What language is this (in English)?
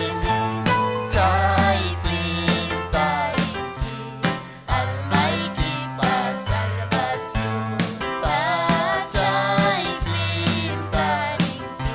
Ayacucho Quechua